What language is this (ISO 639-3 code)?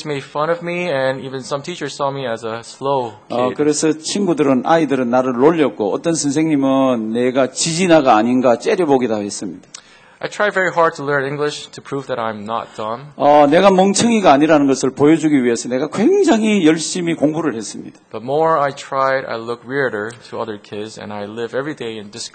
kor